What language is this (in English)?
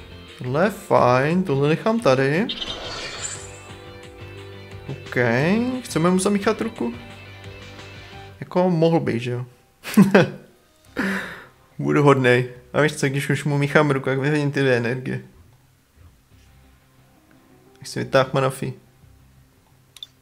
Czech